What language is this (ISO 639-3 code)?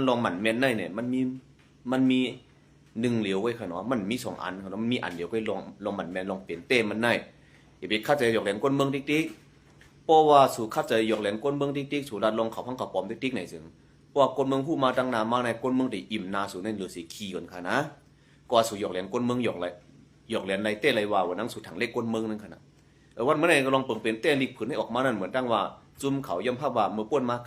shn